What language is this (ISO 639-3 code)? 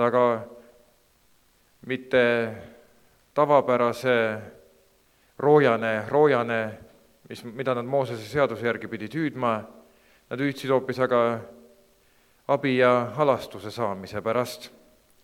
est